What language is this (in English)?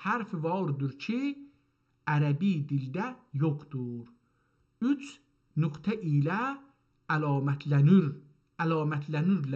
South Azerbaijani